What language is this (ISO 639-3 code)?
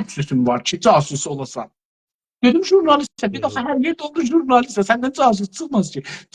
azb